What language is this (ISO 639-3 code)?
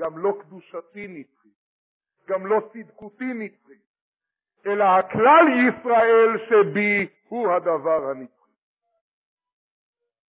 heb